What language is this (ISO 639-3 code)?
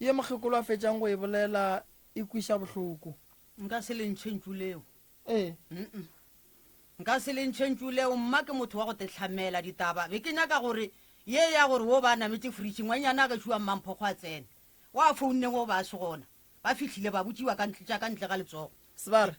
nso